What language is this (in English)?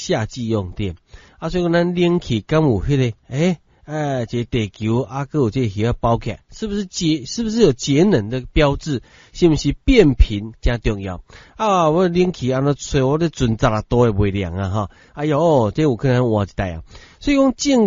Min Nan Chinese